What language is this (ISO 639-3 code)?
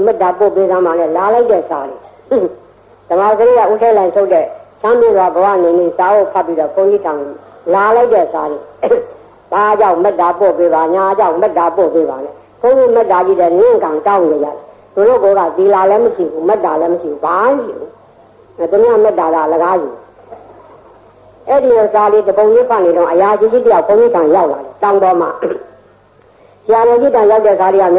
mya